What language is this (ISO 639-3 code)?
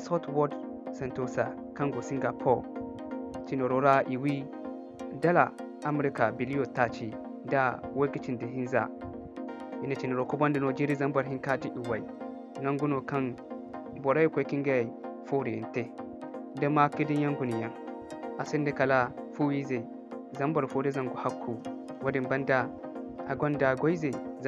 dje